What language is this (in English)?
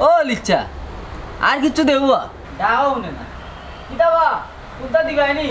Sylheti